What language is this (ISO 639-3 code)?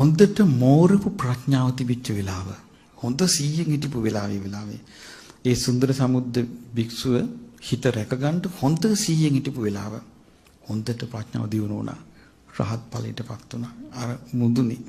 sin